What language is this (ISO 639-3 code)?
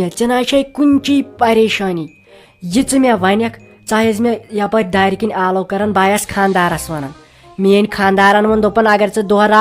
kas